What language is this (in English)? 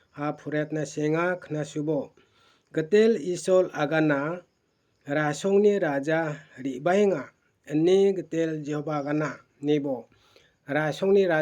Garo